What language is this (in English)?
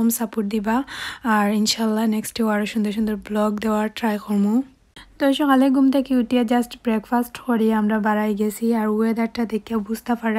Sylheti